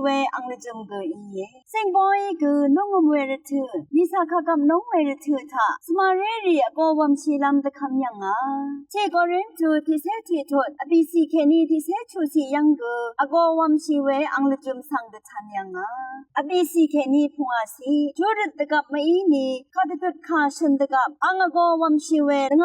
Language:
Rawang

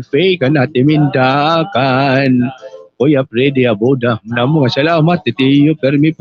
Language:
Waray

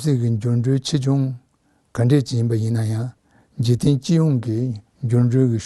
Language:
Tibetan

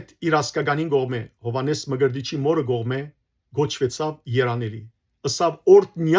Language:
Western Armenian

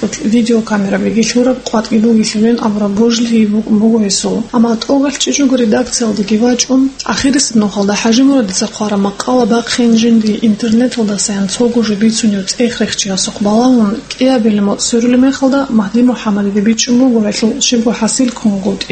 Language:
Avaric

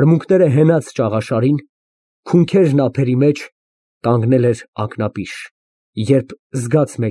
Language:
Armenian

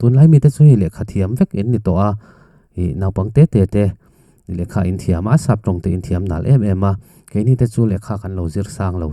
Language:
Mizo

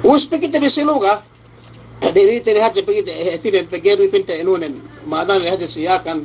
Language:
Yakan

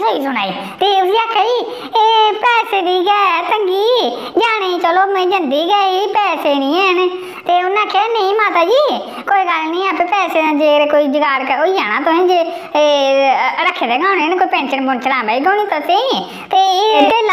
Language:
Dogri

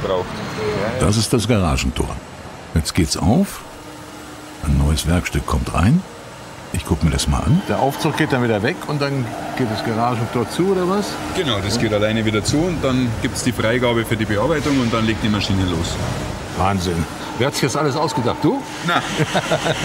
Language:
German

